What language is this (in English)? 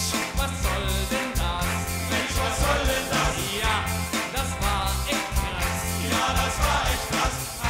German